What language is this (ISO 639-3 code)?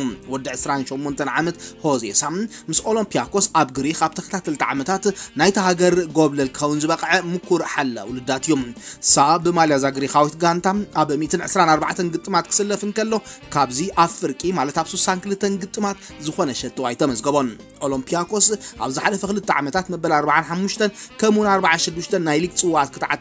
tir